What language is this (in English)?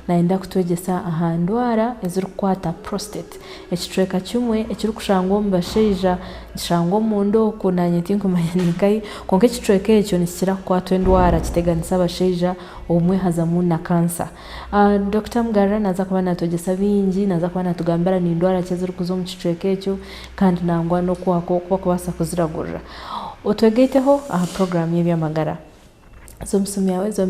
Nyankole